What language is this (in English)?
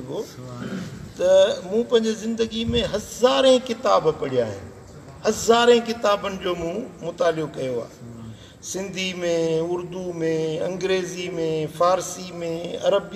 Sindhi